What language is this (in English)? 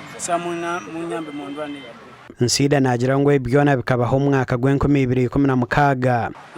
Nyankole